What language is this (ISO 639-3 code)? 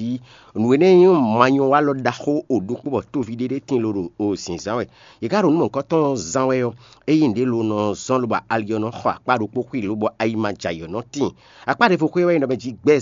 fon